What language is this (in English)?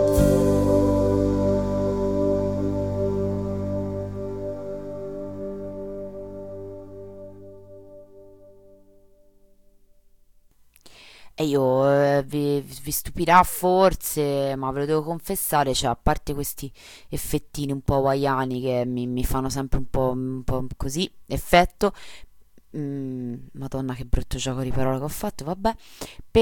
Italian